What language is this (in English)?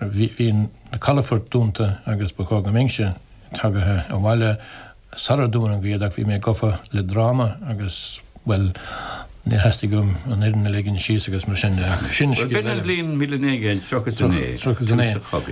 Irish